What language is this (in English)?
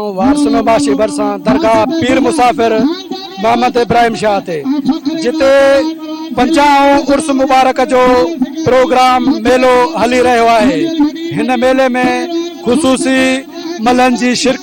Sindhi